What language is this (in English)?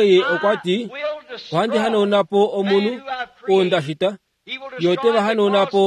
Kuanyama